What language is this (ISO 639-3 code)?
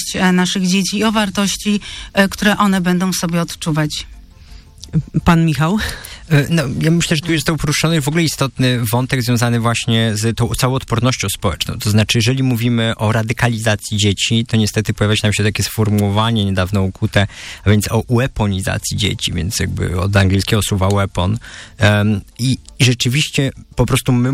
pol